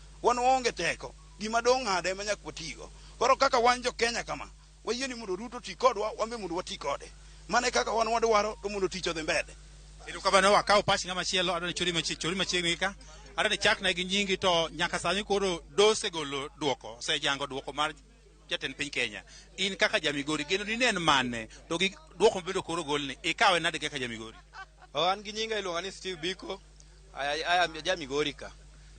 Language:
Luo (Kenya and Tanzania)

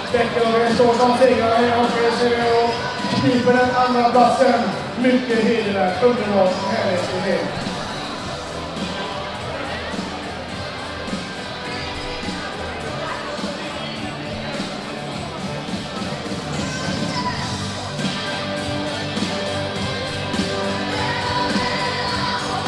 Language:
Swedish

